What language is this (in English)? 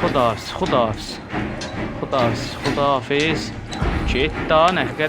South Azerbaijani